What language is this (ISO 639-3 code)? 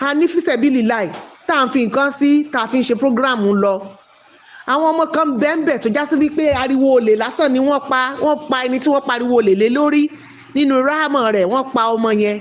yor